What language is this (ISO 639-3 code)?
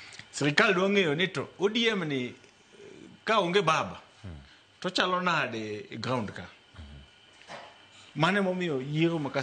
luo